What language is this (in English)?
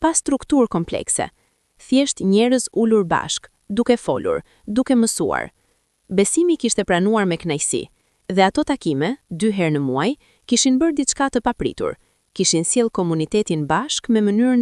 Albanian